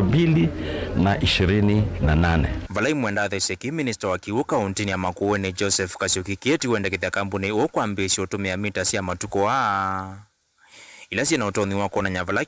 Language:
Kamba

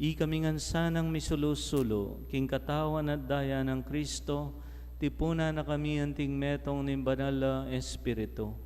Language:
Pampanga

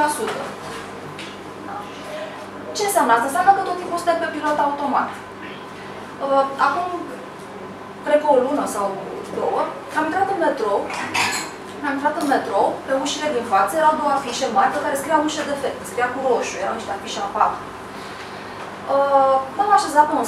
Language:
Romanian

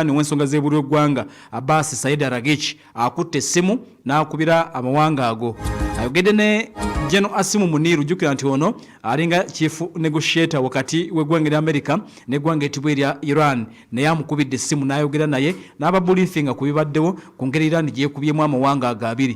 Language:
Ganda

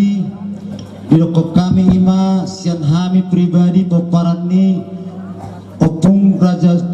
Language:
Batak Toba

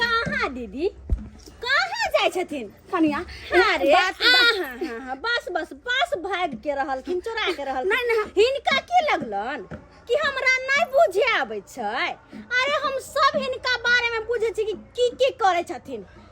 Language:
Maithili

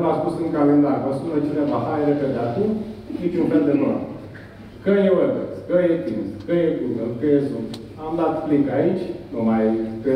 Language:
Romanian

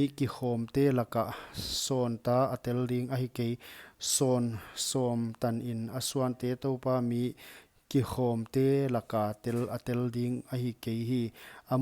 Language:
Paite Chin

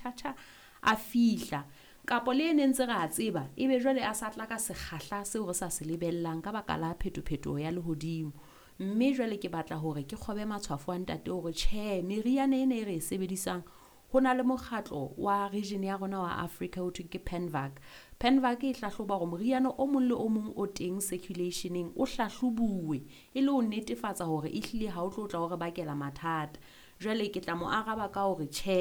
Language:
Southern Sotho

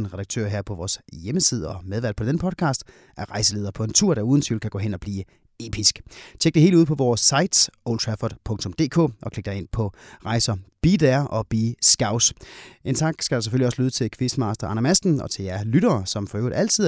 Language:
Danish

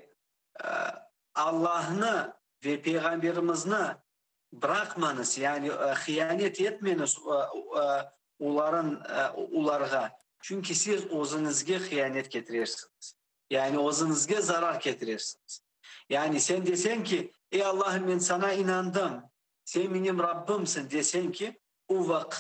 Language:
Crimean Tatar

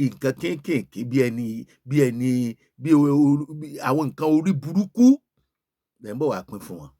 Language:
Yoruba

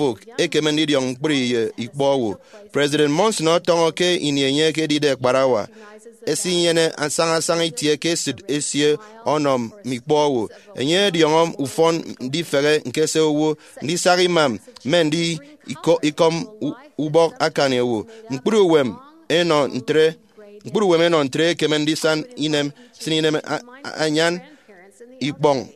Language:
Efik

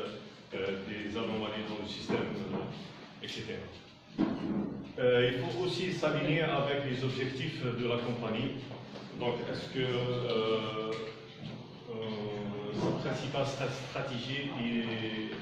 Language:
French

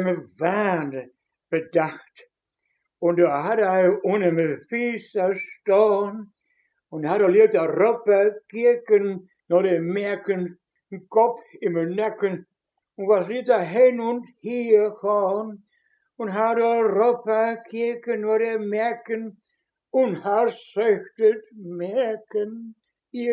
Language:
Westphalien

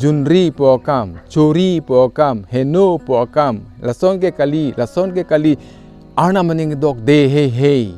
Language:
Karbi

